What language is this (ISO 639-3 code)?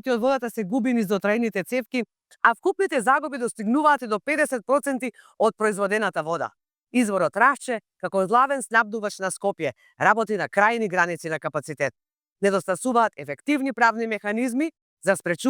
mkd